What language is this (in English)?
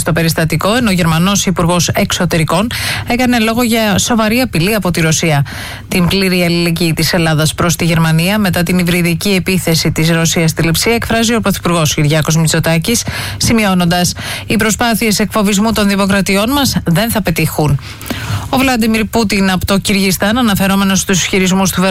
Greek